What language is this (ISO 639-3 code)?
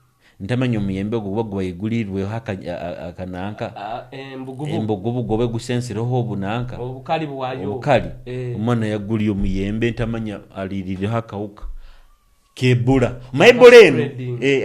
nyo